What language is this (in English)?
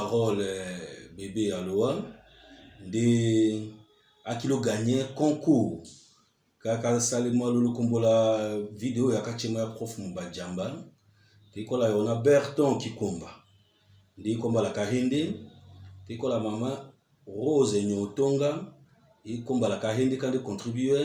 Tetela